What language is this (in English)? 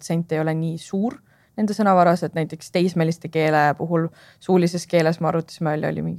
Estonian